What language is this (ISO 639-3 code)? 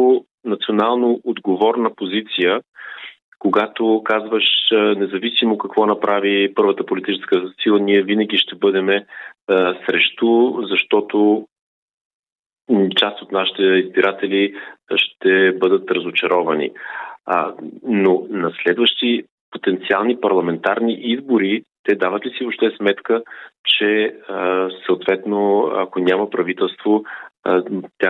bul